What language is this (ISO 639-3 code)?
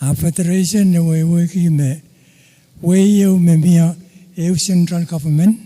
pon